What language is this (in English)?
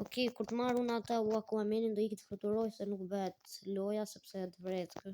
Albanian